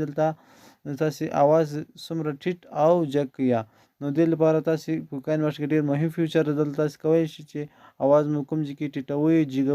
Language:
Pashto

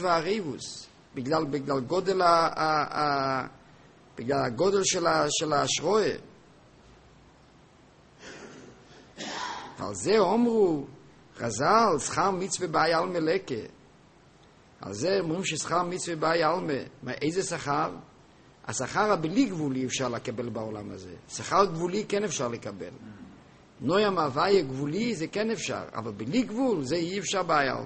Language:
Hebrew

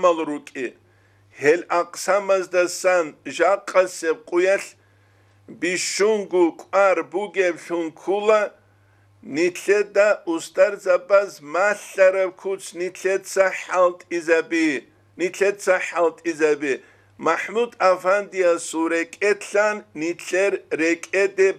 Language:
Avaric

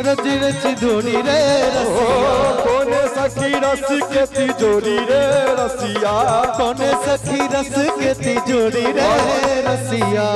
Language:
Maithili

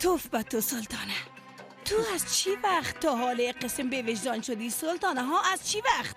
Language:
Persian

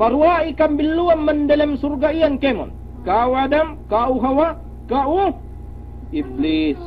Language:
Yakan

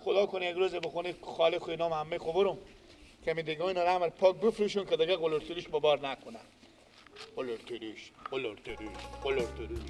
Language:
Persian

